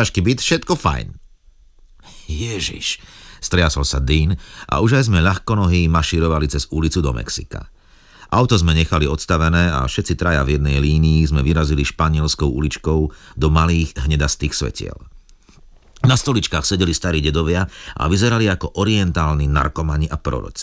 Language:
Slovak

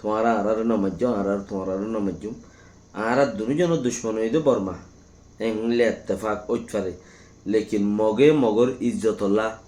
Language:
Rohingya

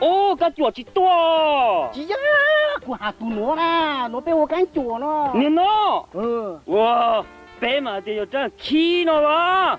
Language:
Hmong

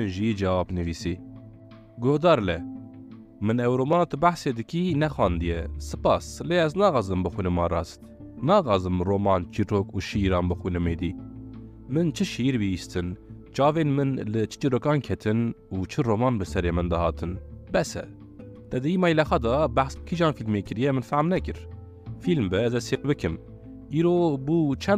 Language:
Kurdish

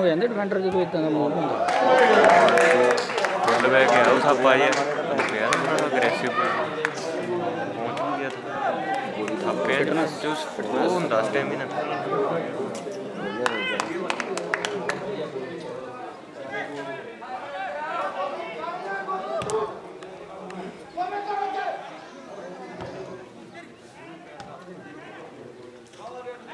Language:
Punjabi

